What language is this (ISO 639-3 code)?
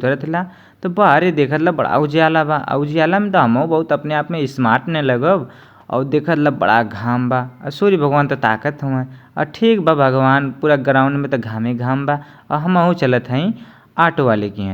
bho